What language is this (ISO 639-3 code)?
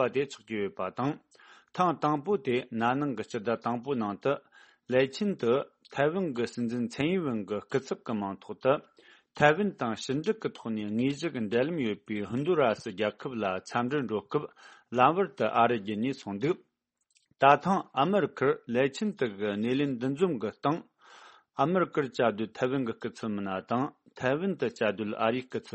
bod